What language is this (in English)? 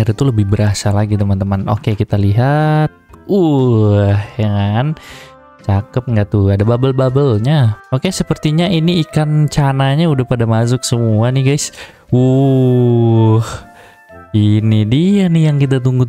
Indonesian